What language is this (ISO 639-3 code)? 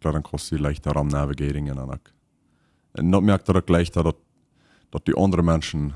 pdt